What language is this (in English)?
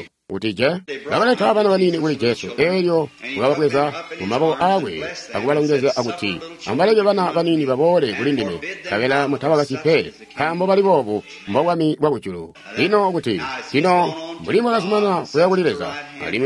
Tonga (Zambia)